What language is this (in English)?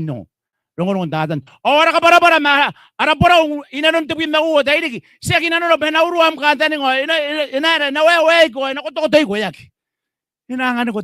Gilbertese